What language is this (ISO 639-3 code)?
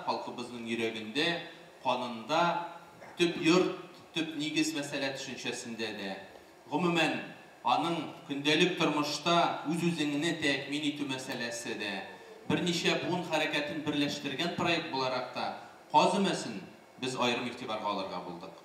tat